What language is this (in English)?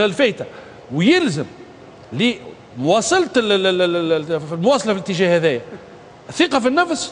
Tunisian Arabic